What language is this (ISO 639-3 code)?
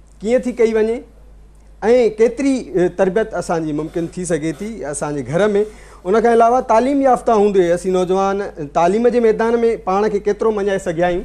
snd